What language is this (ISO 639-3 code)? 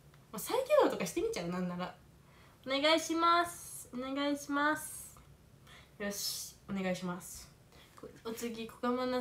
jpn